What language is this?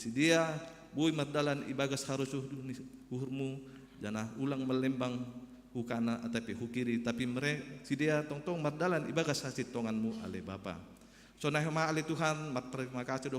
Batak Simalungun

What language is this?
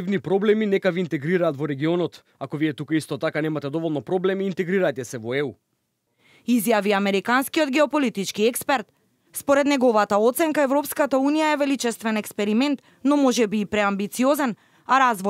Macedonian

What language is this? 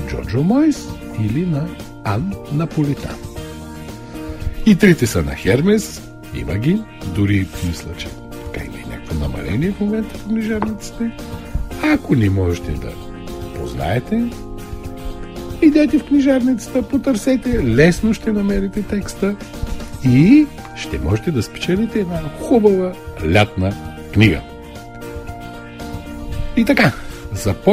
Bulgarian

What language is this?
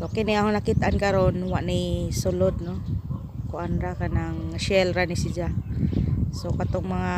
Cebuano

